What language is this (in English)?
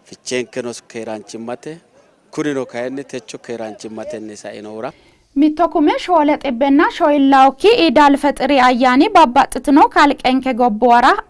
Sidamo